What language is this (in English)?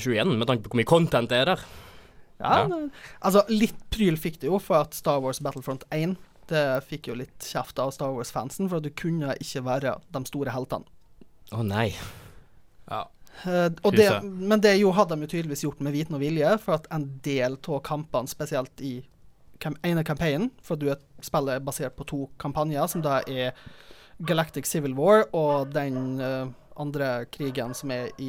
Norwegian